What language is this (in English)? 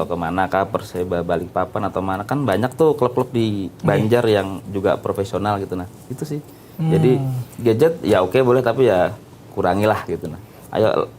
Banjar